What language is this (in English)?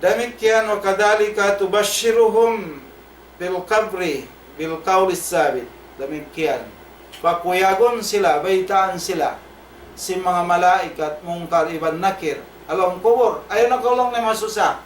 Tausug